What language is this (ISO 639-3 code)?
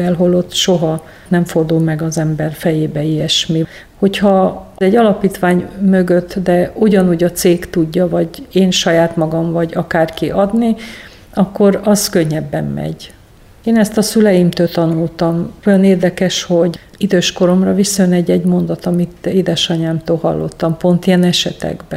hun